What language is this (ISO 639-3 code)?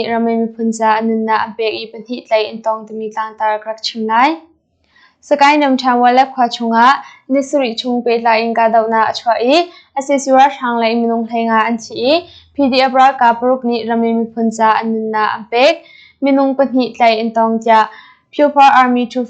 cnh